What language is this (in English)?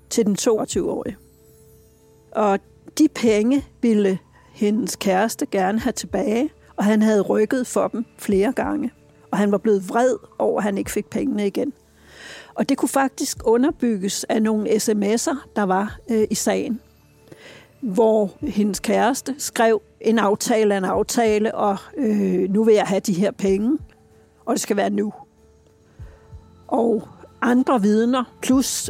Danish